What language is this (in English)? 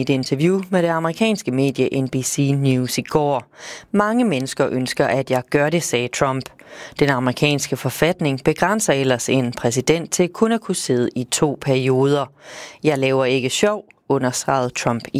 Danish